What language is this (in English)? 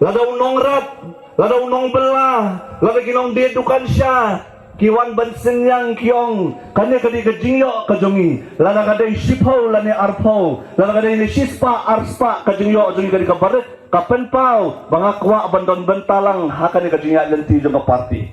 Khasi